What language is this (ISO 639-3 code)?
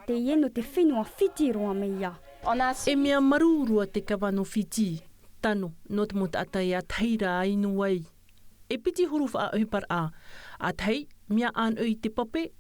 tah